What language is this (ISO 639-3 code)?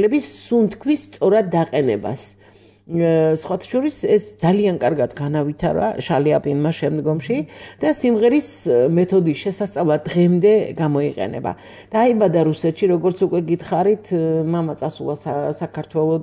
kat